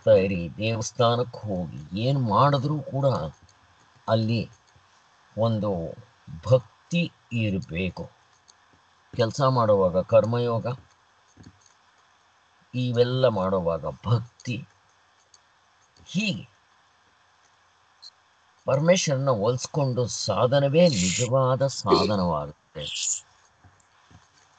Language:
Kannada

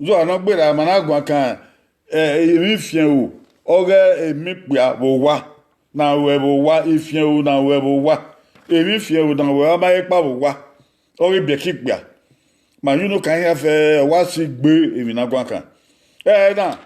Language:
Bini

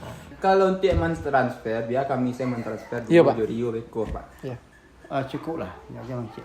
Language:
Minangkabau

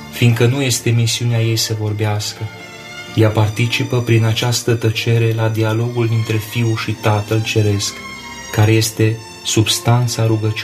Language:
Romanian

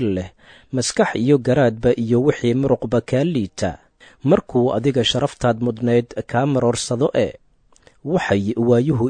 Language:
Somali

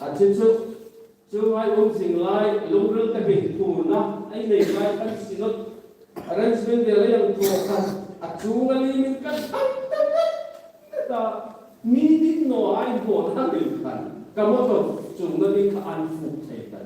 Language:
Hmar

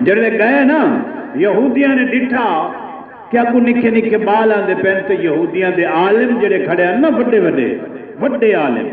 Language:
Saraiki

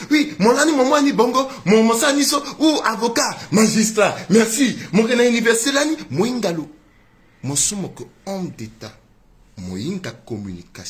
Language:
Sango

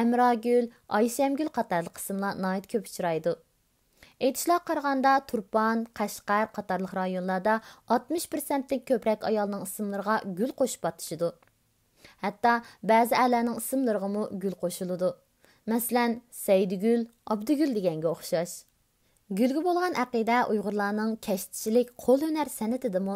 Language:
Uyghur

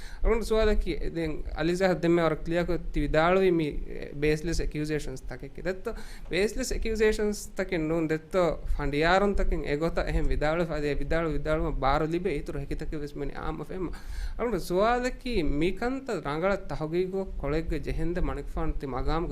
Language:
Divehi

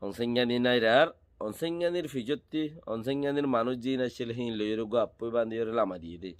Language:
Rohingya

